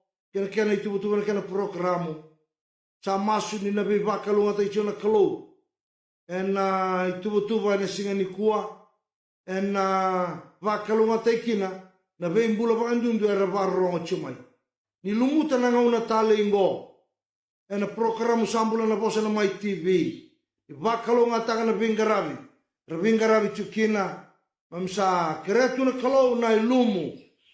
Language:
Fijian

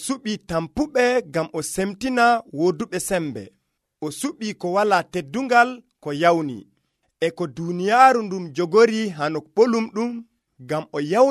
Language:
Nigerian Fulfulde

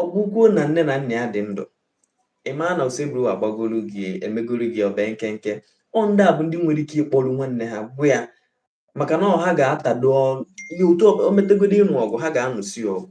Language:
Igbo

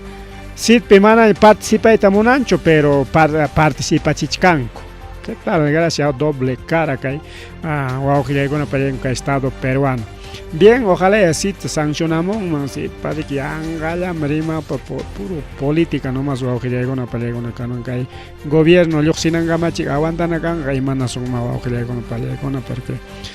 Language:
Ayacucho Quechua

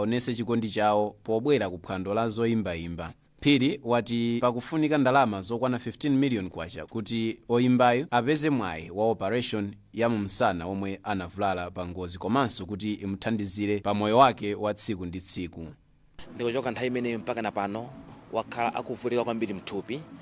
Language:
Nyanja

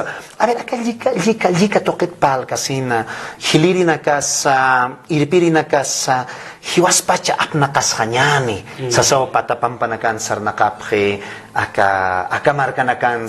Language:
Aymara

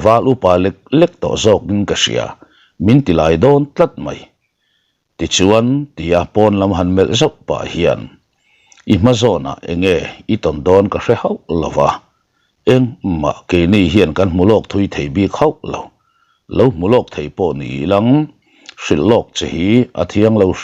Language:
Mizo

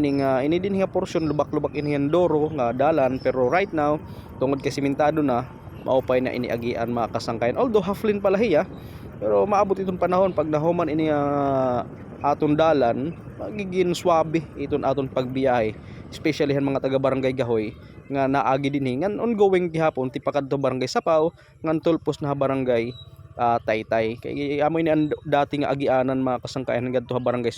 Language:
Waray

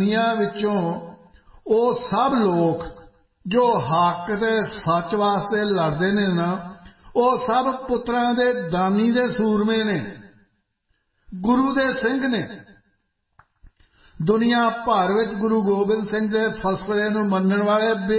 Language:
Punjabi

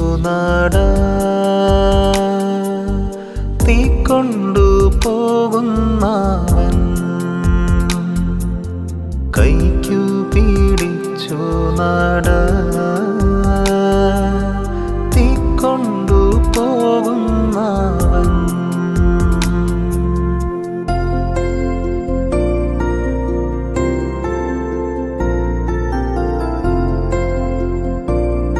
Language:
Malayalam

